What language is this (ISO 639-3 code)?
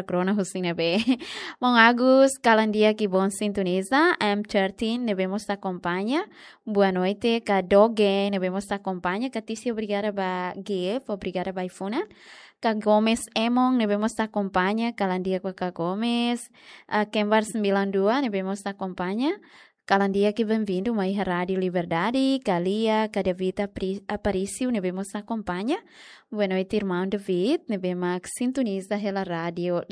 tet